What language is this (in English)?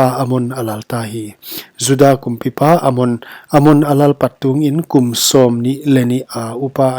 Paite Chin